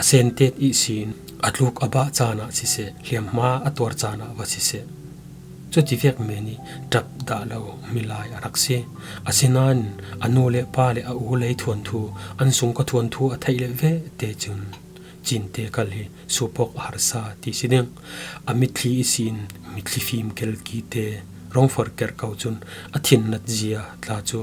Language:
Falam Chin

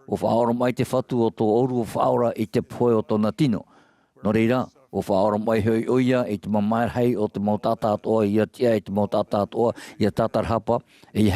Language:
Tahitian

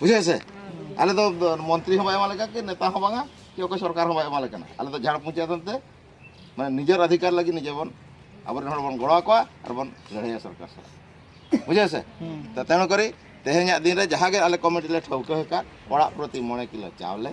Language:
Santali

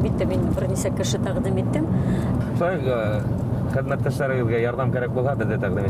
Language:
Bashkir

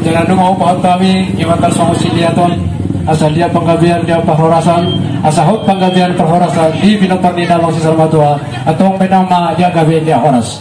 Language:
Batak Toba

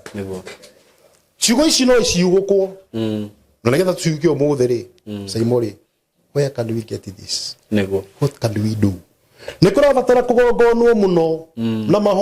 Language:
Kikuyu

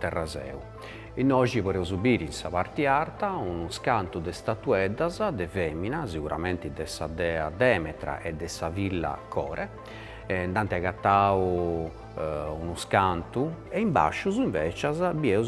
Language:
Sardinian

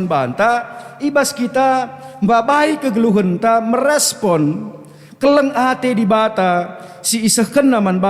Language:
Batak Karo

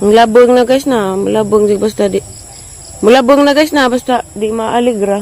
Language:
Cebuano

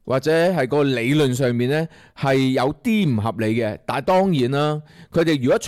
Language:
Cantonese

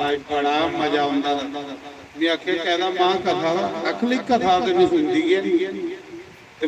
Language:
Dogri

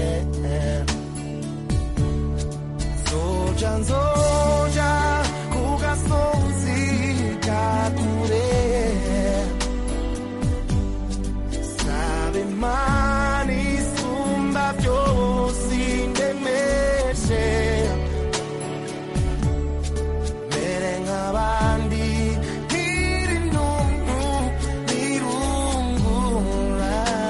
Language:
Kinyarwanda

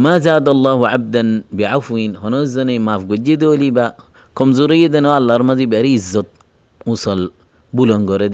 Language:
Rohingya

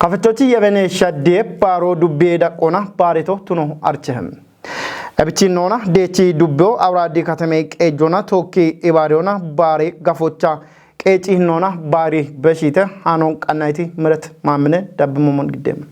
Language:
Kafa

